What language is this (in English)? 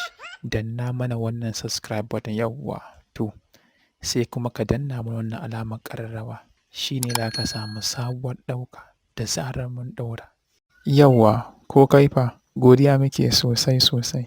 Hausa